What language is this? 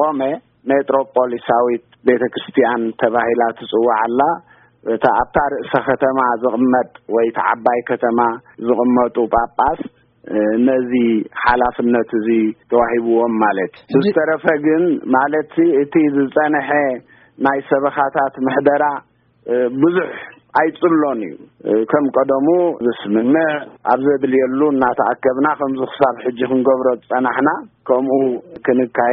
Tigrinya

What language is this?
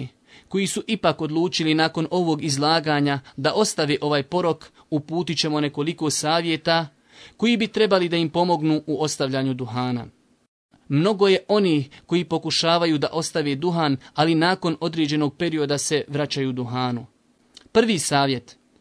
Bosnian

